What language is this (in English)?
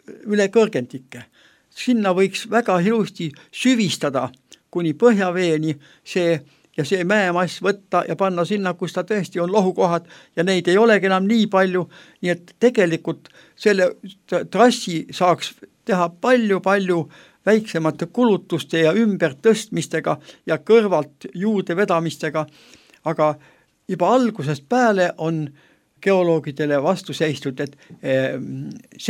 Estonian